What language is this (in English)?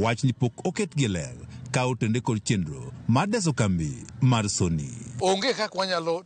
Luo (Kenya and Tanzania)